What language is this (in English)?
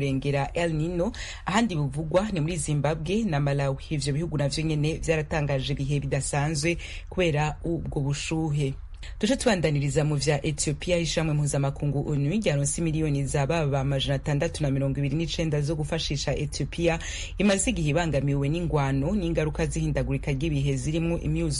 Rundi